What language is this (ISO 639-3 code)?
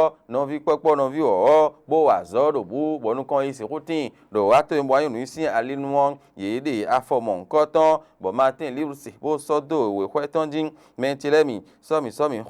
fon